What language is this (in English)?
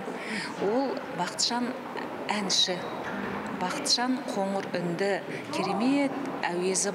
Kazakh